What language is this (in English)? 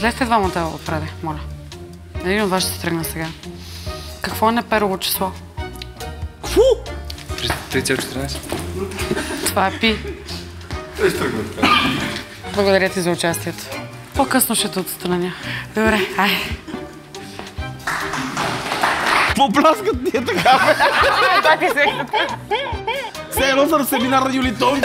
Bulgarian